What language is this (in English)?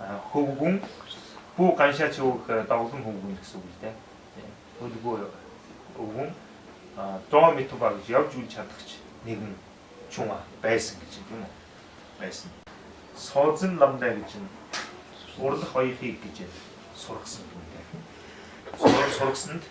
Mongolian